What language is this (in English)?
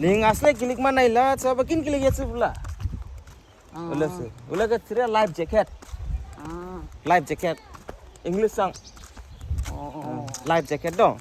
Dimasa